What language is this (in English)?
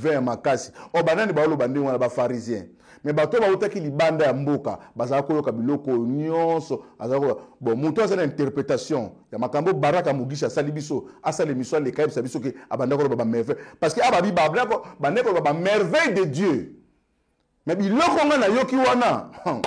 Lingala